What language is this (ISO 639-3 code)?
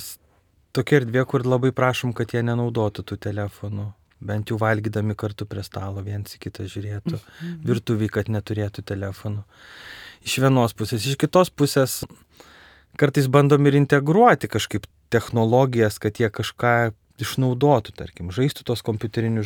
lit